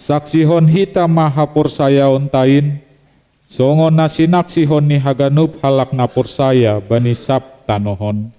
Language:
Batak Simalungun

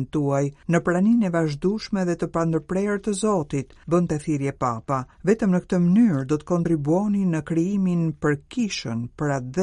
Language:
Albanian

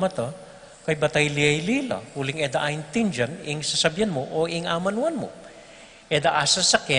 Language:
Pampanga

